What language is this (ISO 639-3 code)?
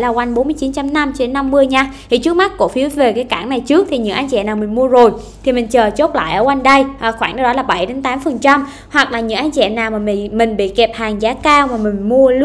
vie